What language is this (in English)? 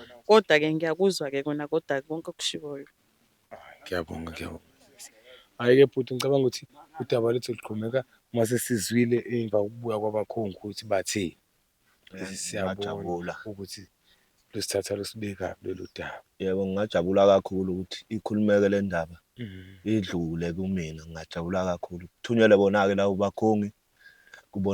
Zulu